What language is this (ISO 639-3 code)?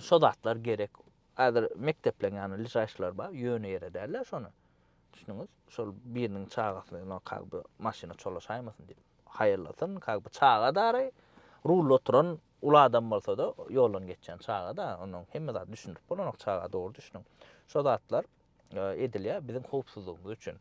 tuk